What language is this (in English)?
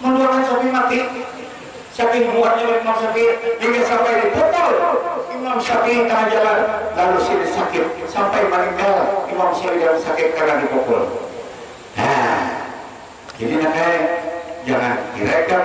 Banjar